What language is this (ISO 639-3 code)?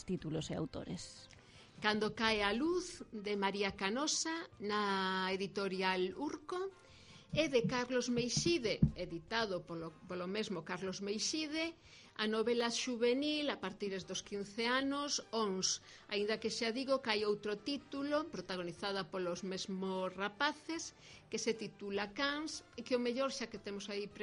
glg